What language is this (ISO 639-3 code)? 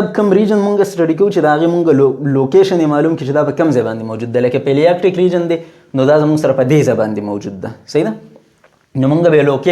pus